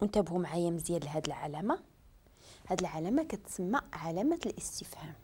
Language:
Moroccan Arabic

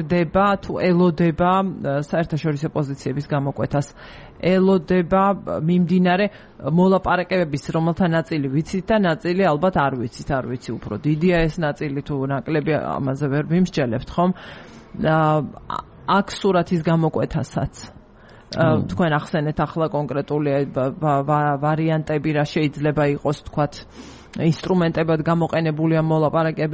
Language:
Georgian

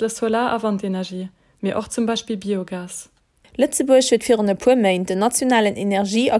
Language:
Luxembourgish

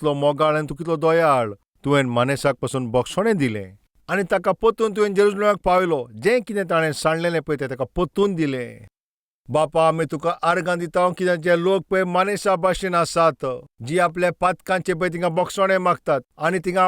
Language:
Konkani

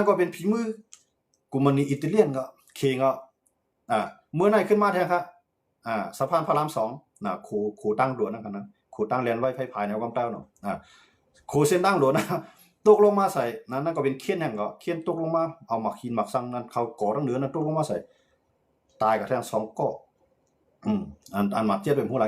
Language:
Shan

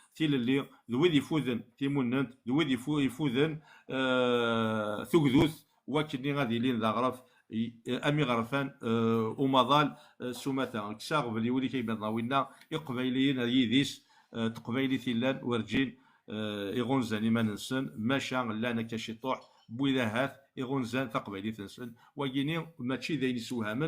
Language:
Kabyle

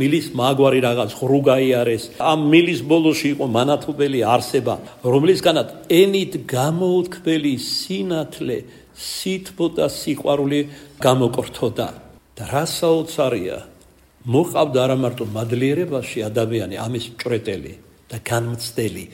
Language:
Georgian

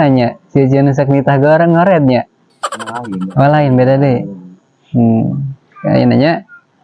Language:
Sundanese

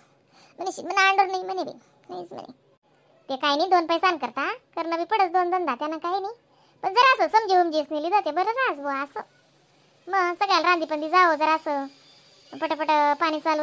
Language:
Khandesi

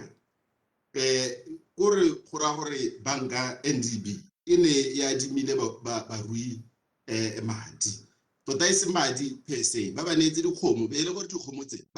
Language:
Tswana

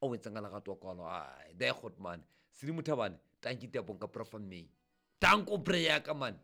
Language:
Southern Sotho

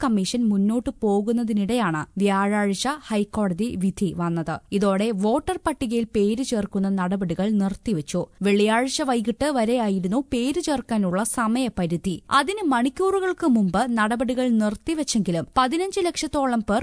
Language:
Malayalam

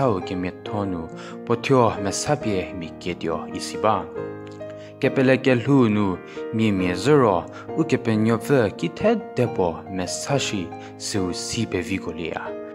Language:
Angami Naga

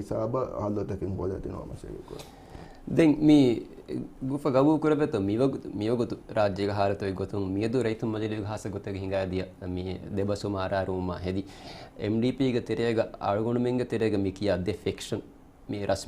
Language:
Divehi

